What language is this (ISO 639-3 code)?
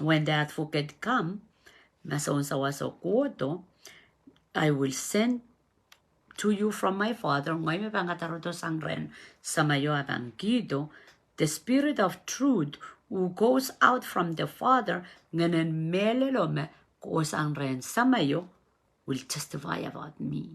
pon